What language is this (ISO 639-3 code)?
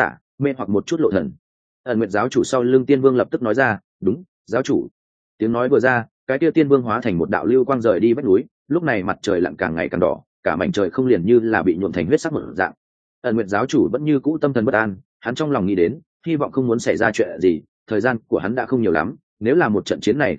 vie